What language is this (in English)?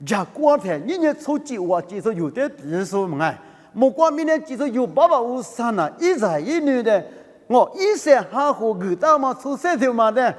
Lisu